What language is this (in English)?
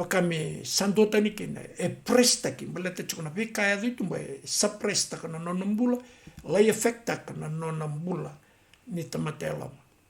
Fijian